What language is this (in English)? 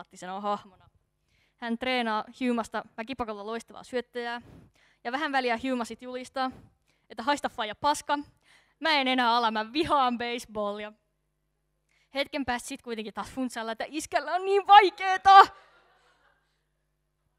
Finnish